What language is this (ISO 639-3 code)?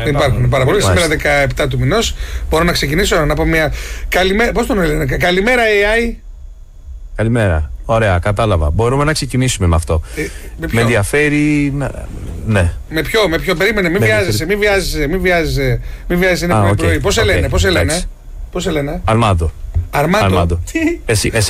ell